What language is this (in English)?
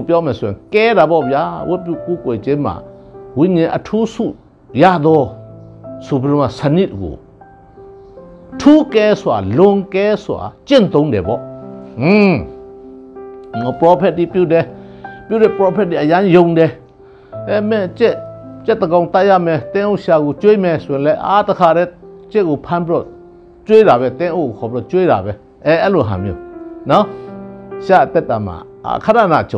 Burmese